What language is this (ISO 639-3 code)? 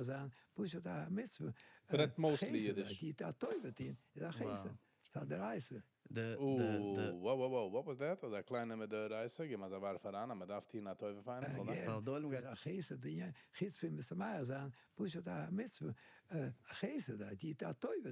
yid